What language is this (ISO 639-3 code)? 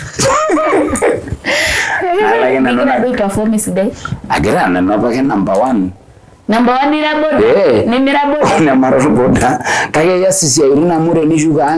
mas